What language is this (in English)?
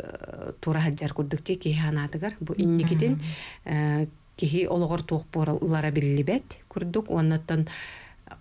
Yakut